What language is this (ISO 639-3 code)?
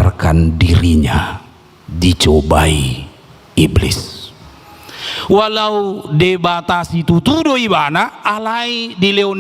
bbc